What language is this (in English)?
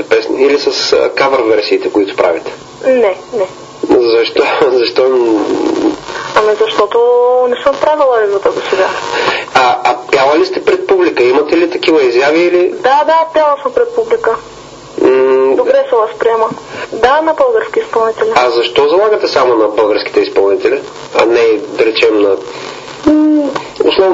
Bulgarian